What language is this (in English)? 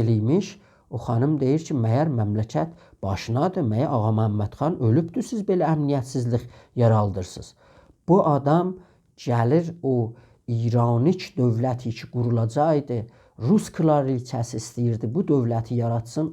South Azerbaijani